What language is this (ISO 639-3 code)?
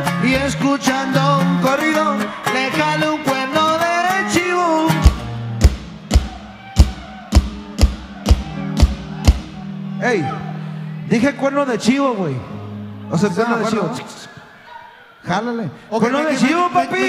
spa